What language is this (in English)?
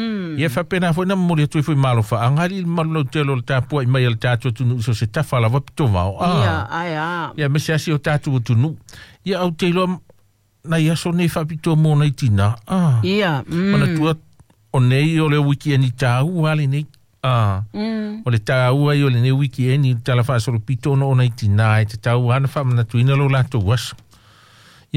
Samoan